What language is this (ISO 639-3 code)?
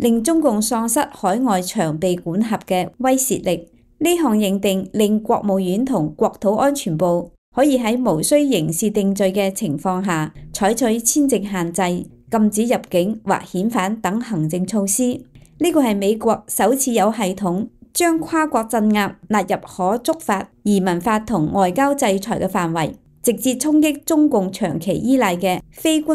yue